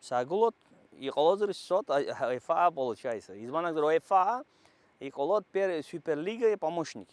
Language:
Abkhazian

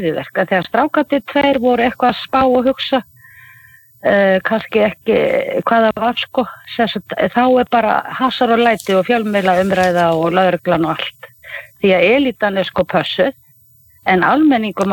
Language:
Icelandic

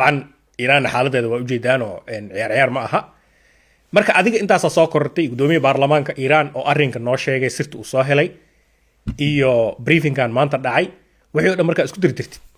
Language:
Somali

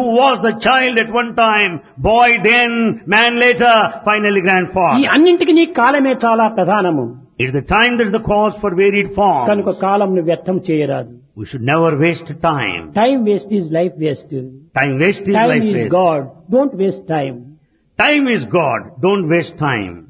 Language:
Telugu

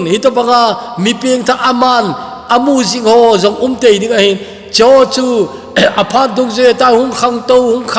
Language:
Thado Chin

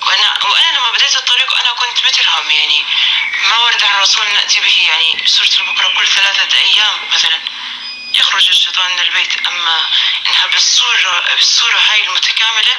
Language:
North Levantine Arabic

